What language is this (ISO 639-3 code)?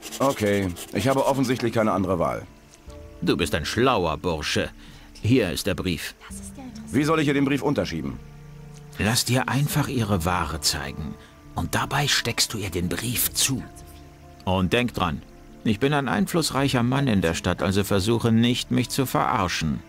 bar